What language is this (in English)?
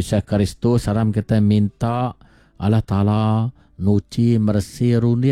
Iban